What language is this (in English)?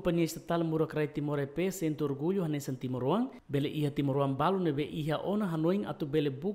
Tetum